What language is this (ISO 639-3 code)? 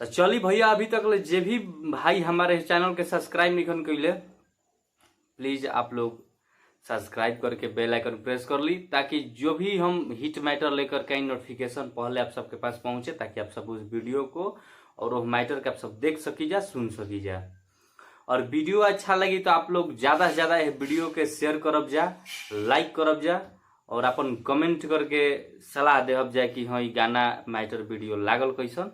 bho